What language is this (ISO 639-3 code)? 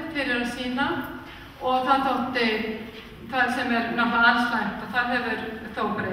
isl